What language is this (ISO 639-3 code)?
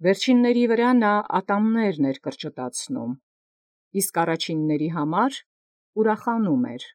hye